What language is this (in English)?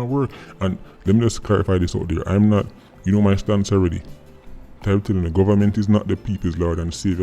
Jamaican Creole English